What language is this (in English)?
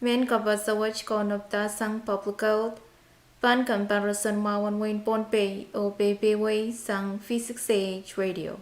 Pohnpeian